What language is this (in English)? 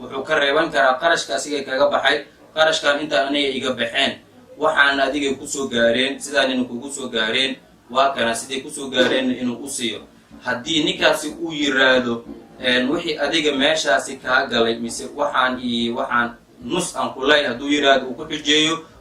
Somali